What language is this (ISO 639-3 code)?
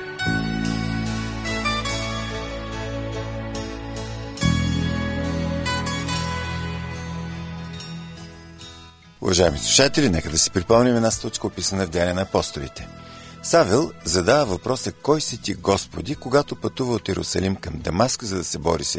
bul